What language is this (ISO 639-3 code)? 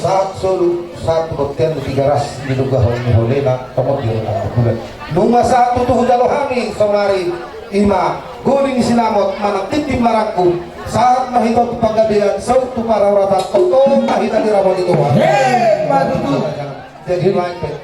bbc